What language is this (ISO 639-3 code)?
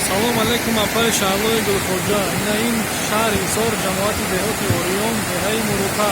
tgk